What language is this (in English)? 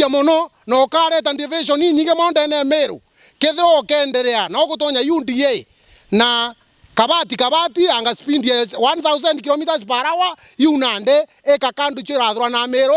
Meru